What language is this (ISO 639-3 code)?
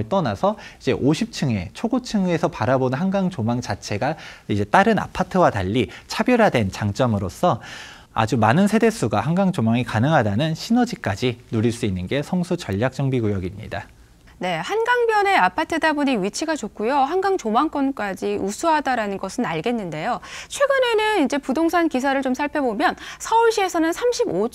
kor